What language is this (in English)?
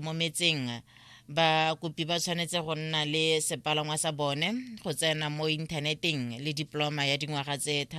Tswana